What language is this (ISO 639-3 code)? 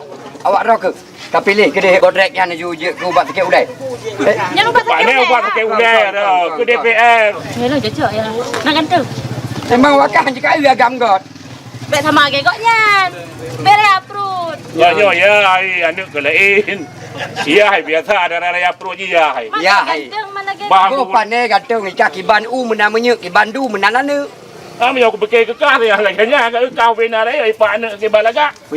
ace